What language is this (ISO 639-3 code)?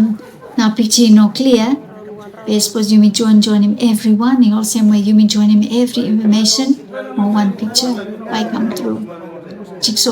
bis